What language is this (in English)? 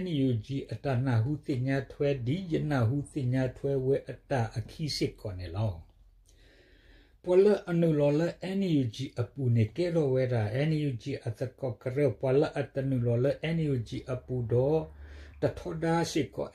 S'gaw Karen